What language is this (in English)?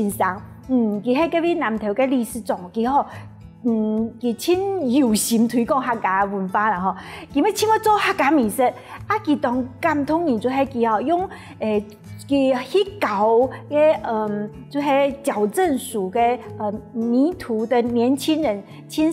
Hakka Chinese